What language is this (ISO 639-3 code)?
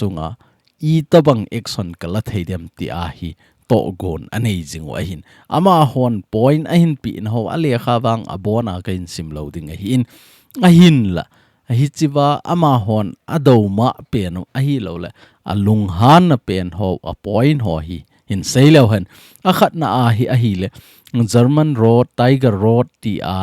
tcz